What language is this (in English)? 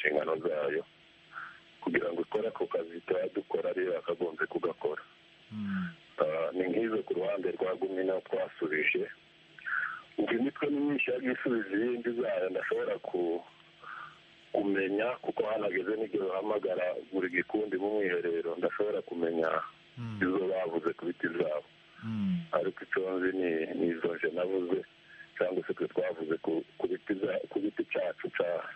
Kinyarwanda